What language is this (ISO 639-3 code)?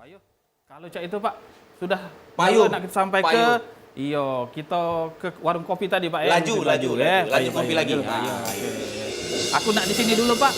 mui